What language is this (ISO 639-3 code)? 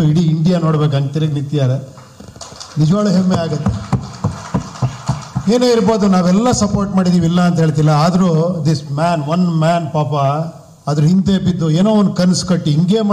kan